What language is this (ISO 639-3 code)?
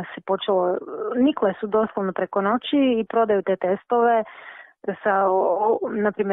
hrv